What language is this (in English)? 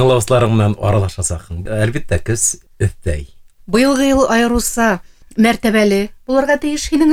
Bashkir